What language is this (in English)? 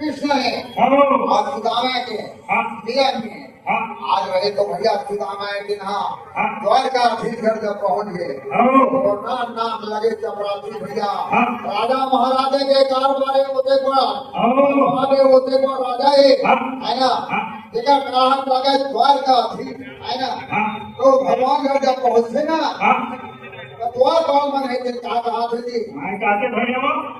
Chhattisgarhi